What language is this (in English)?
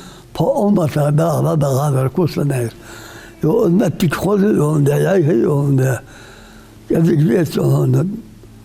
Ingush